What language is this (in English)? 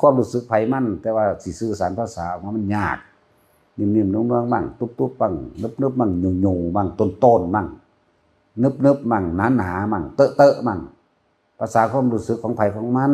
Northeastern Thai